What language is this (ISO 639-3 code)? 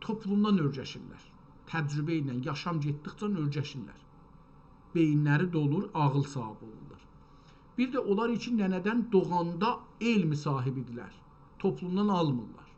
azb